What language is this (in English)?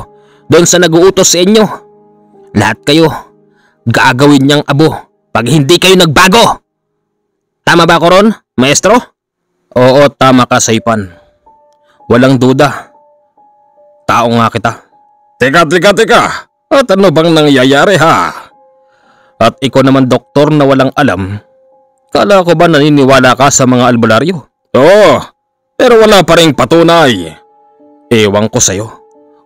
Filipino